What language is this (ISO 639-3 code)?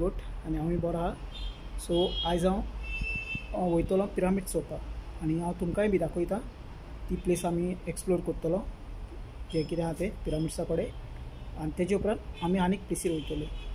kok